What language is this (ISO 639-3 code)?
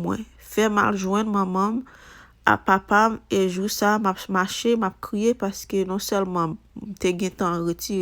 hat